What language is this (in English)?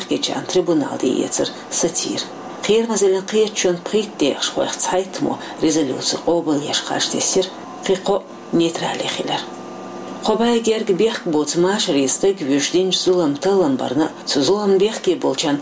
Chechen